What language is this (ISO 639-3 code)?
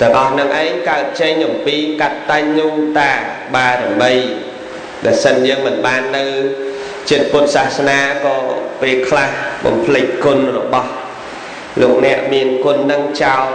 khm